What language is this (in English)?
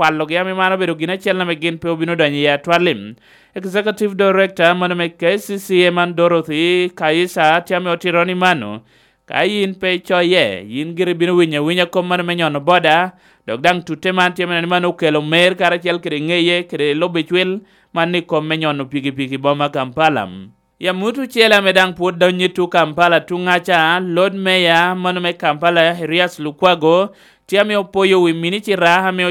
Lango (Uganda)